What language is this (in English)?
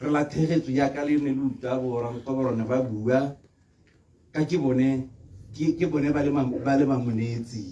Tswana